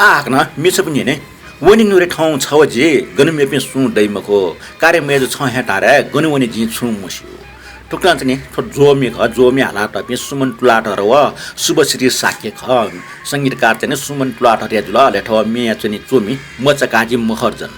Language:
Newari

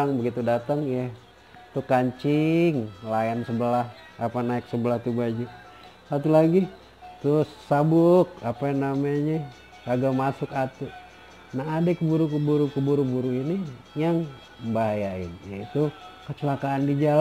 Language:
Betawi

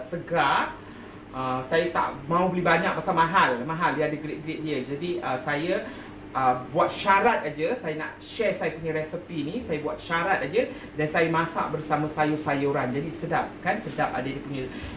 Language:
Malay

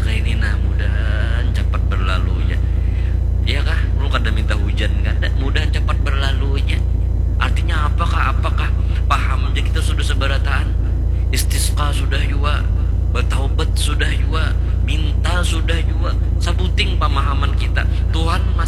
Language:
Banjar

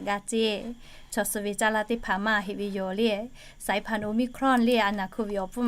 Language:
Lahu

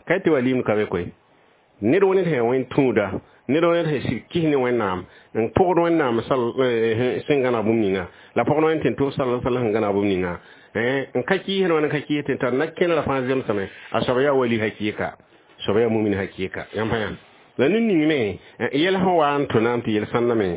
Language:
Mossi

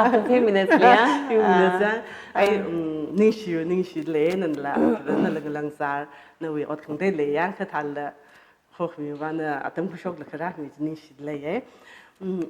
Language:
Tangkhul Naga (India)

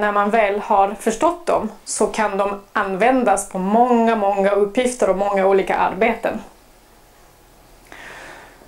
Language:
Swedish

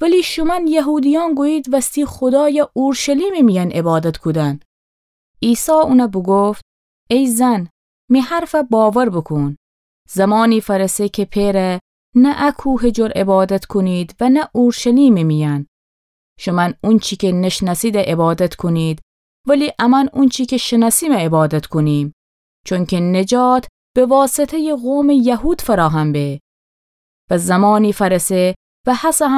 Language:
Gilaki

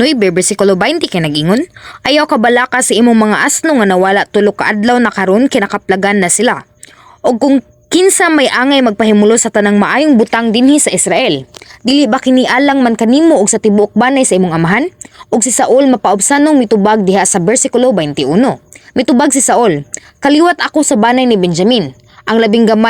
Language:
Cebuano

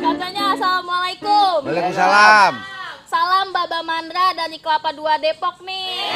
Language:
Betawi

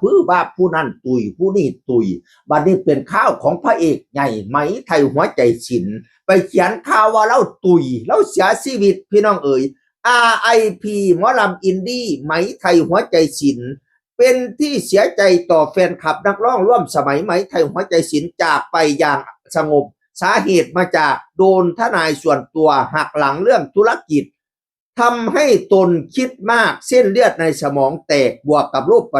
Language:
Northeastern Thai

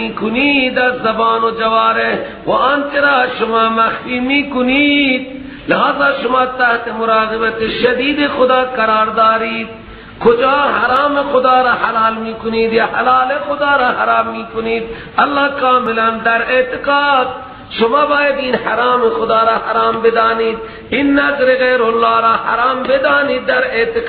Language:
Persian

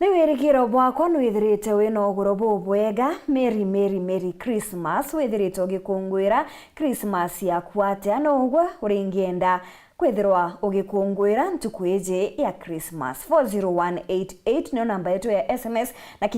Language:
Meru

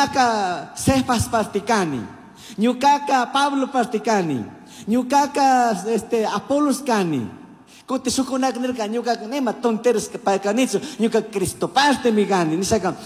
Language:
Chimborazo Highland Quichua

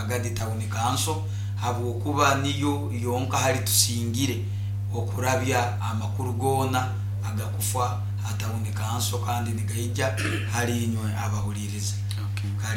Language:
Nyoro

